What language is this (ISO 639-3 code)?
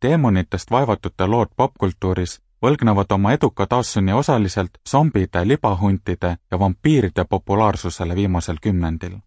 est